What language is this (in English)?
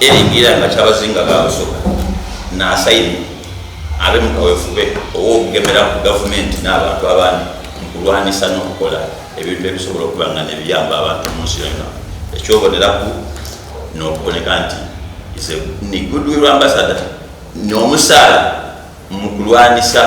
Soga